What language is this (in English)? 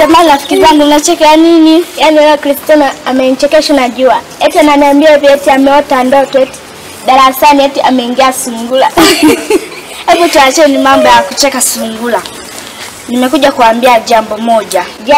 Swahili